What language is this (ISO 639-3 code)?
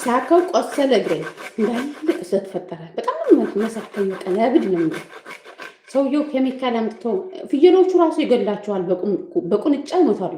amh